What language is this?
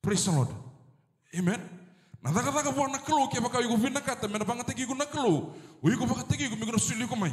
Fijian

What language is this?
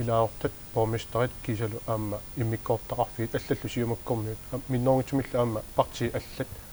Kalaallisut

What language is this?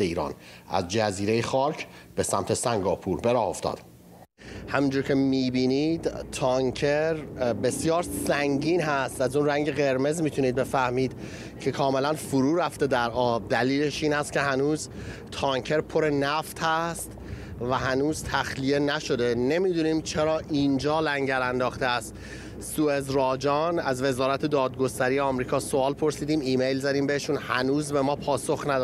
Persian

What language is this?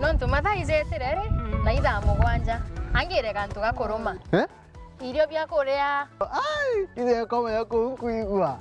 Meru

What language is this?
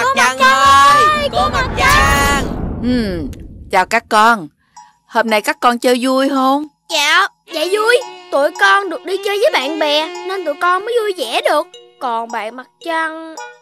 Vietnamese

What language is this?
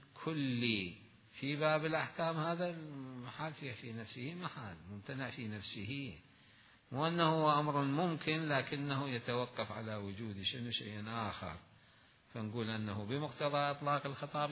Mesopotamian Arabic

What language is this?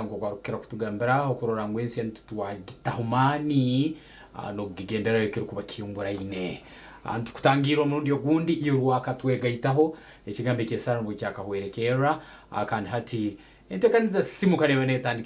Nyankole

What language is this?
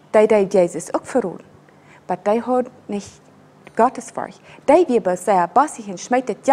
Plautdietsch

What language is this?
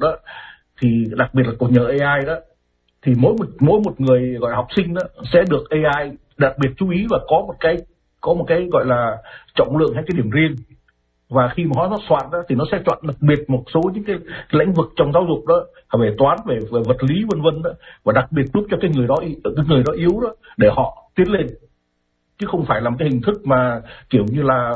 Vietnamese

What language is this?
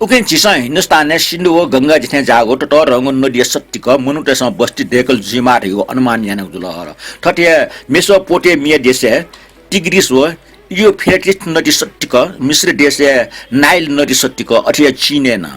Newari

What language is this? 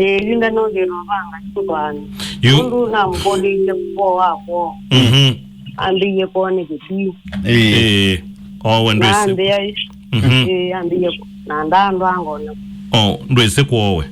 Kamba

